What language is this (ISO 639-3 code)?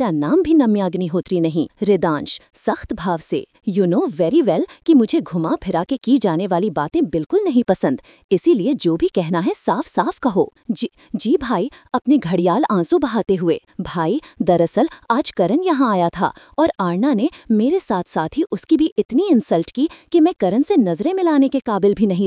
hin